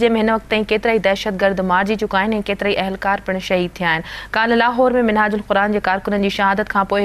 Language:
Sindhi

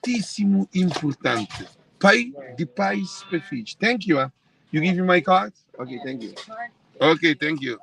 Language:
Kabuverdianu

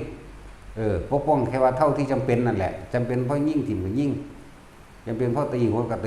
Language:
Northeastern Thai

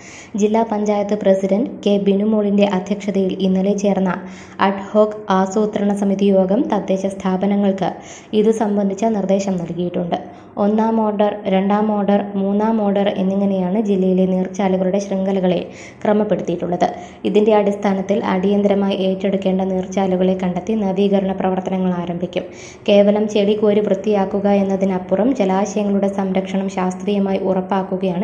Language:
Malayalam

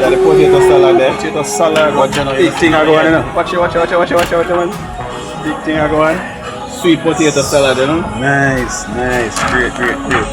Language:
Jamaican Creole English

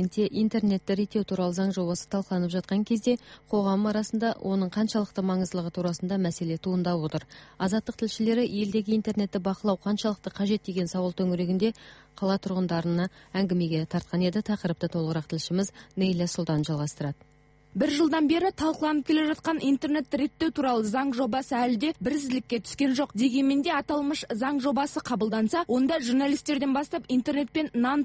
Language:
Kazakh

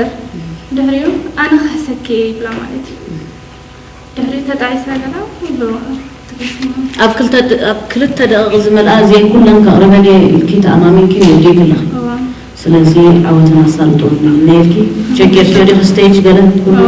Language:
Tigrinya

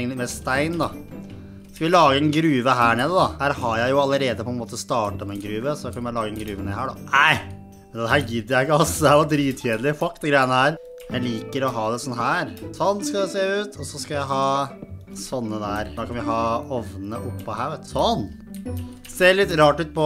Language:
Norwegian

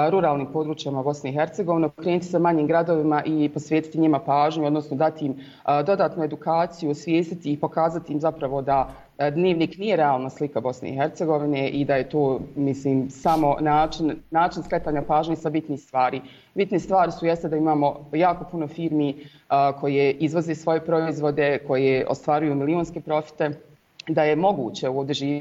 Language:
Bosnian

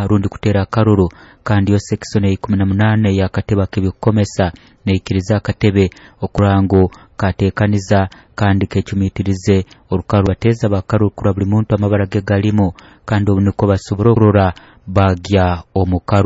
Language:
Nyoro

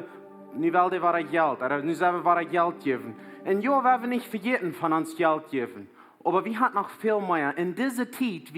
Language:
Plautdietsch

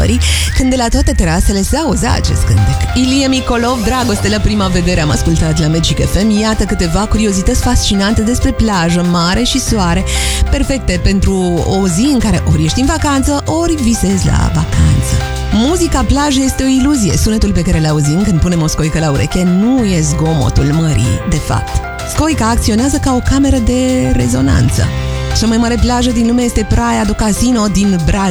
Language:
Romanian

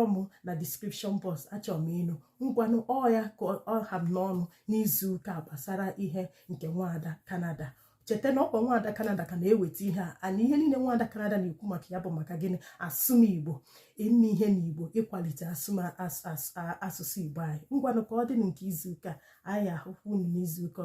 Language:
Igbo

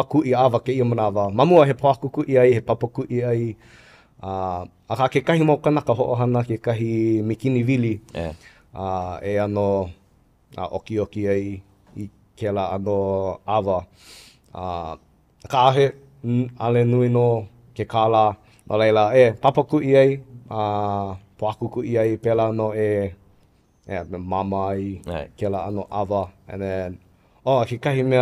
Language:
Hawaiian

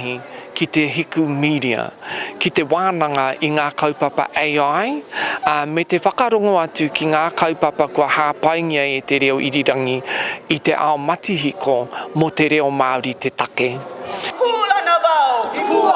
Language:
Māori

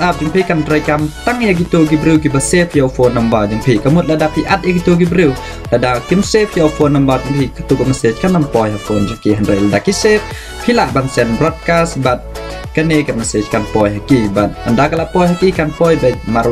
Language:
Khasi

